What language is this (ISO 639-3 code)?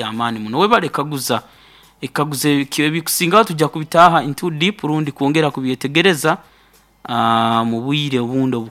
nyo